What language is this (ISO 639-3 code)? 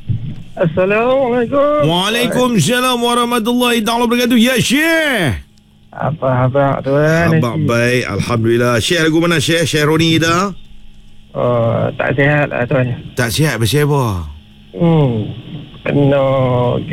msa